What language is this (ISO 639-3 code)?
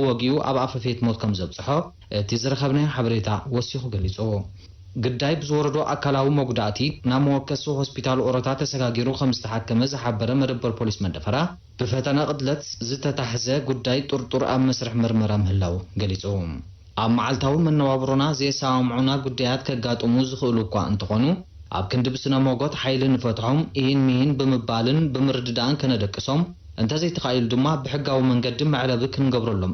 tir